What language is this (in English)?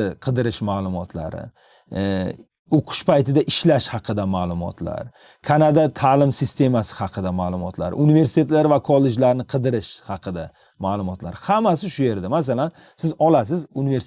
Uzbek